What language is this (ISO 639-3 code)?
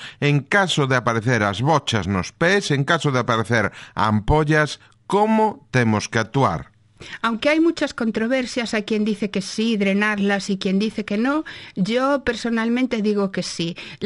glg